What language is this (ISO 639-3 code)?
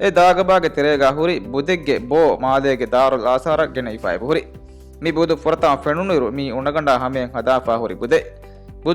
div